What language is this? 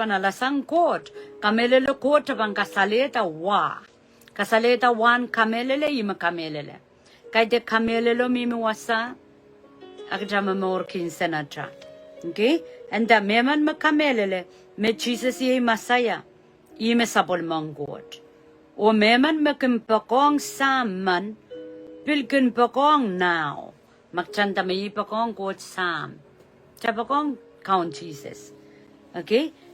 Pohnpeian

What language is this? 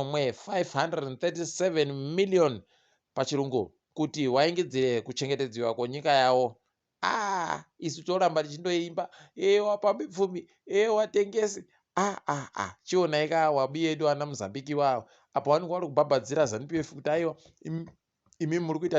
Ndau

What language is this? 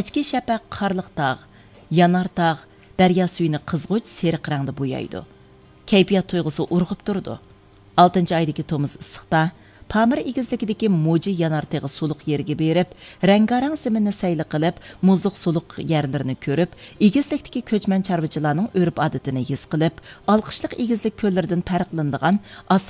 Uyghur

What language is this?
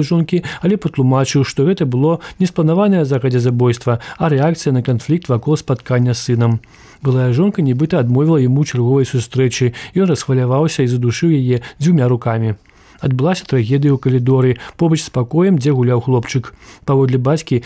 Belarusian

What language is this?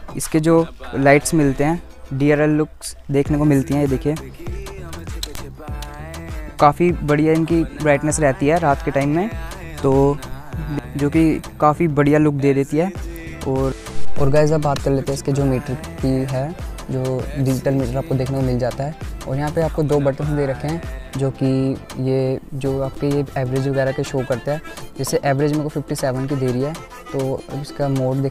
Hindi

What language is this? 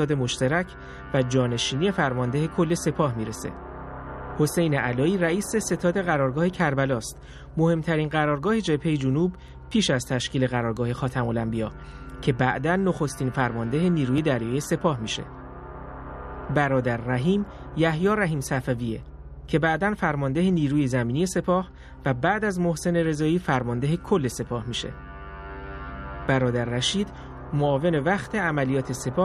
Persian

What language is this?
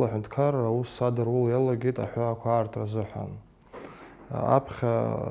Abkhazian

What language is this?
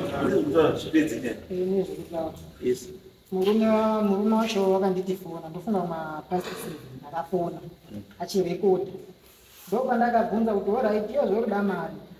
Shona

